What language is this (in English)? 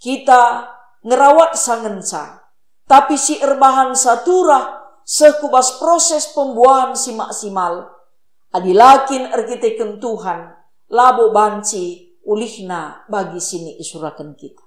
Batak Karo